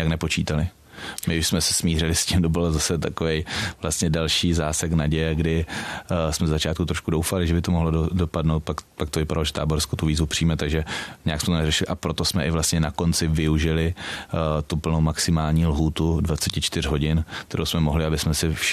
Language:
Czech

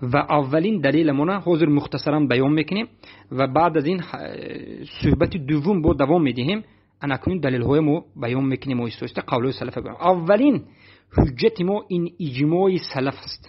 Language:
Tajik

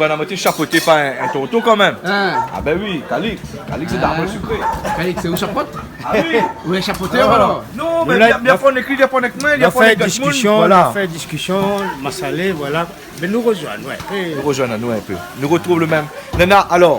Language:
Réunion Creole French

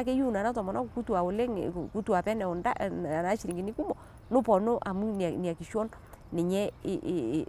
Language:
Masai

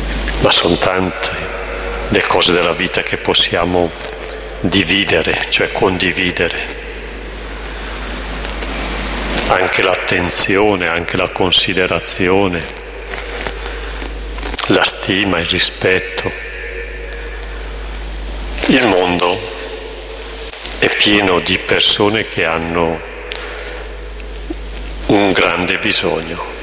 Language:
Italian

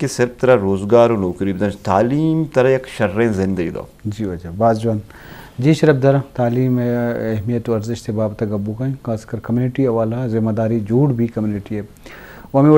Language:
Eastern Balochi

